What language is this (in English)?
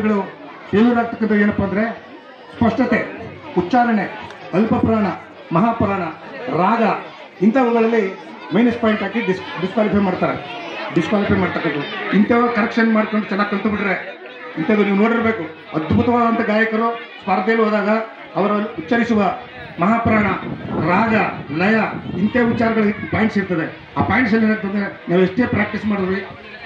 Kannada